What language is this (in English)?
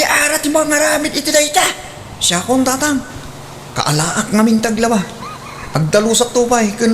Iloko